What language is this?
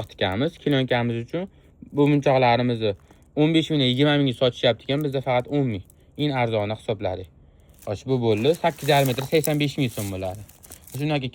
Uzbek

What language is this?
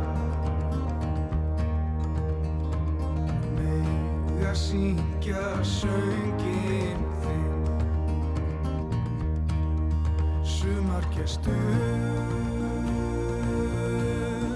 Icelandic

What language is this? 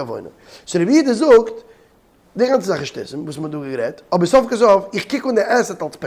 Yiddish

